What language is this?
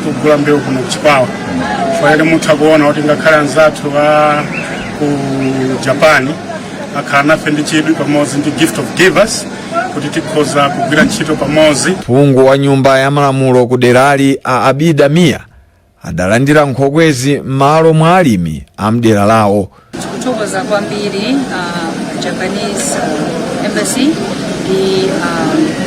Nyanja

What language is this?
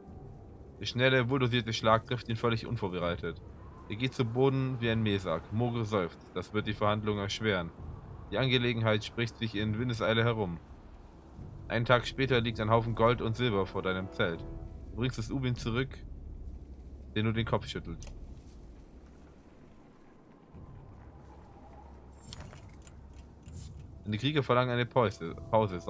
German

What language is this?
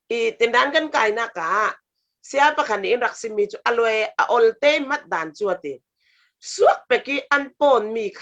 Falam Chin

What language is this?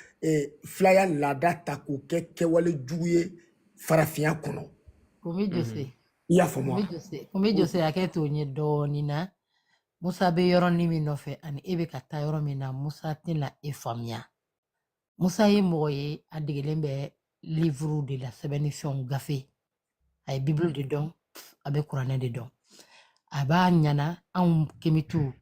Bambara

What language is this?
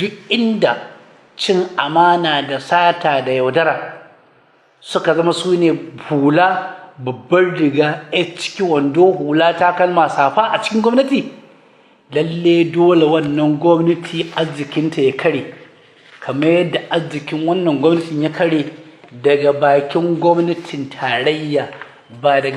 Hausa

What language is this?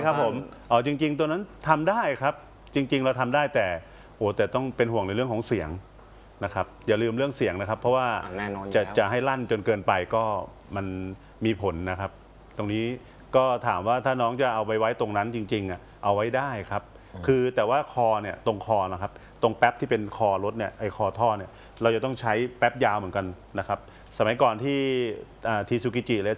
Thai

